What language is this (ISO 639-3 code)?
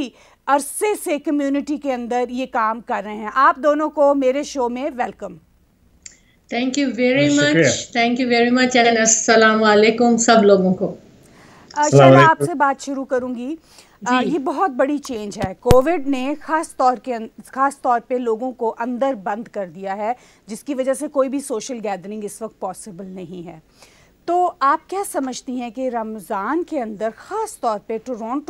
urd